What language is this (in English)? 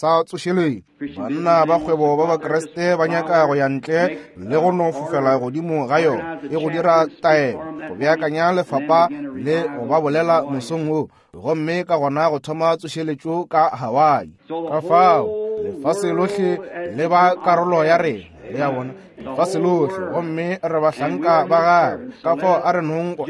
Northern Sotho